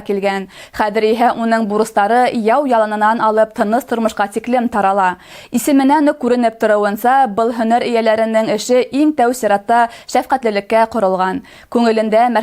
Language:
Bashkir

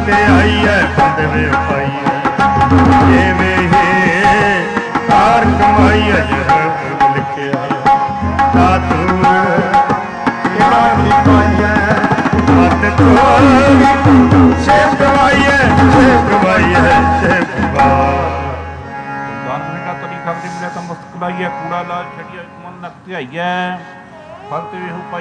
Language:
Punjabi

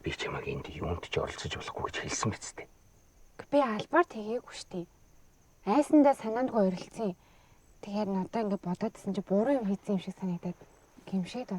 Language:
Mongolian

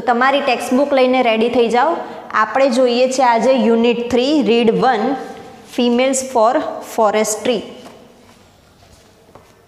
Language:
Gujarati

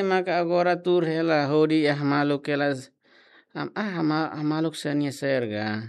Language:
Tetum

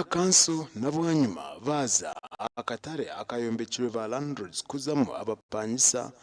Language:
Nyankole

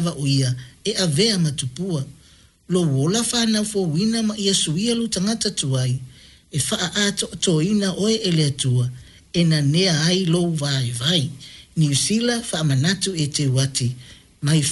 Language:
Samoan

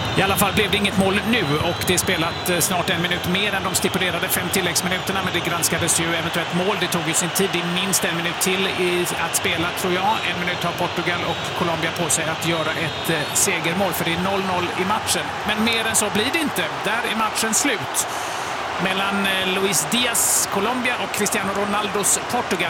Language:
Swedish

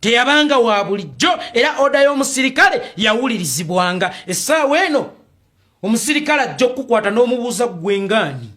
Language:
Ganda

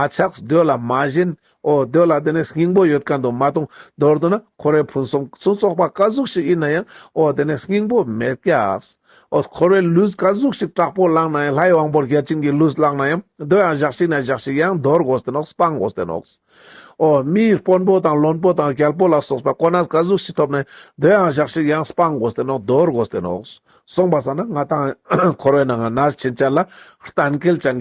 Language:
Ladakhi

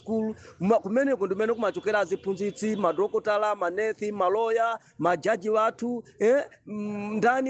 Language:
Nyanja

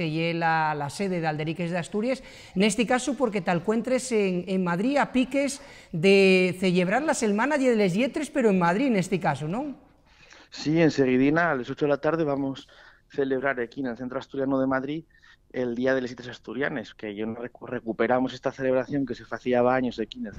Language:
Asturian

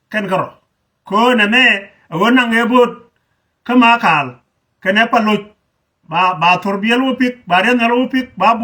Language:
Nuer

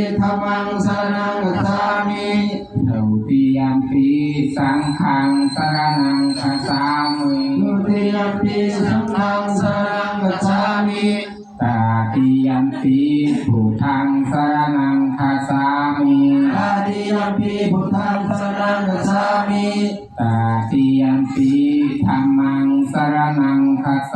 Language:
Pali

